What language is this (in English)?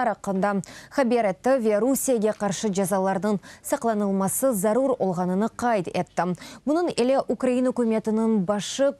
Crimean Tatar